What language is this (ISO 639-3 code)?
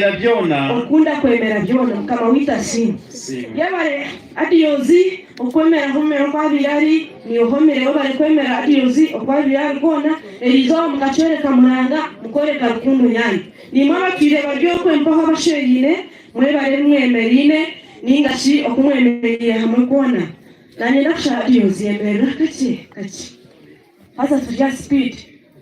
nyn